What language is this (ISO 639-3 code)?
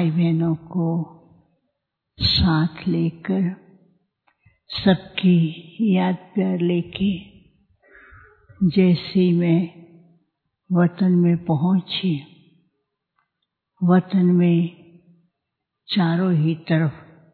hin